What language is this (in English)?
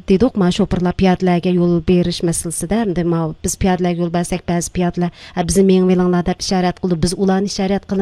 Uyghur